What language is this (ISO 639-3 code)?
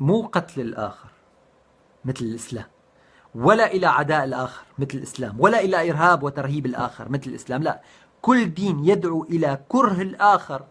apc